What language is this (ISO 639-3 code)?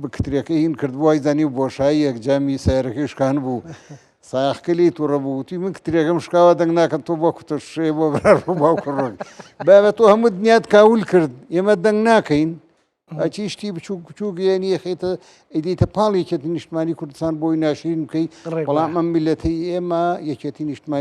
ckb